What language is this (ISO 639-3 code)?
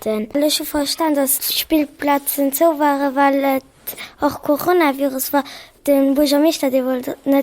ltz